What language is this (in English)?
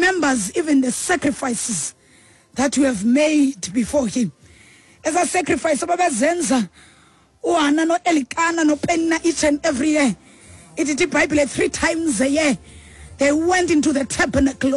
Xhosa